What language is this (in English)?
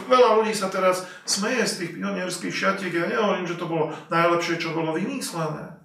Slovak